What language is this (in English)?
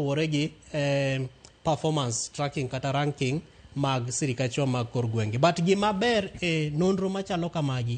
Luo (Kenya and Tanzania)